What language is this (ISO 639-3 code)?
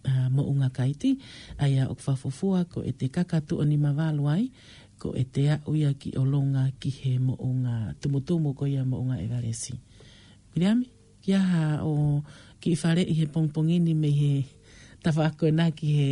ton